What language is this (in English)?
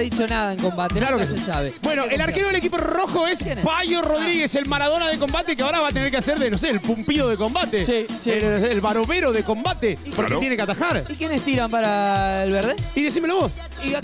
Spanish